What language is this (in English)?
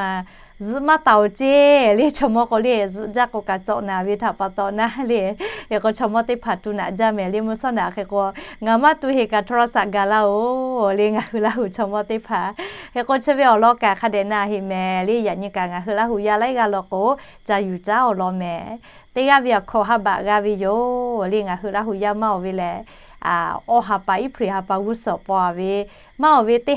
Lahu